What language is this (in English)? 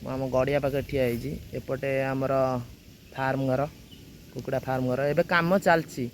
Odia